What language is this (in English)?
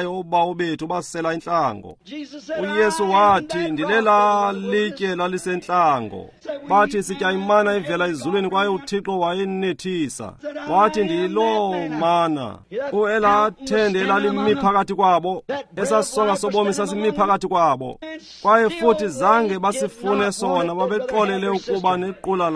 Xhosa